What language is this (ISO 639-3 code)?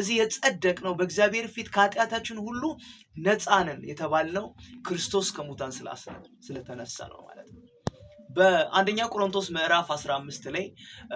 amh